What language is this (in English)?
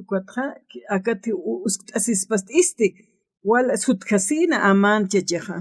Aymara